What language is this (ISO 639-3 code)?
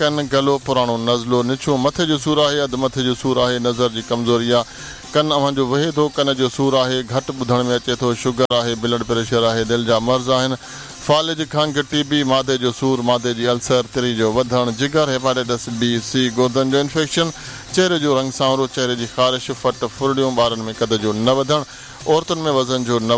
snd